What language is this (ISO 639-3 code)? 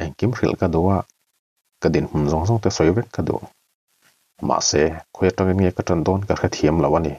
lus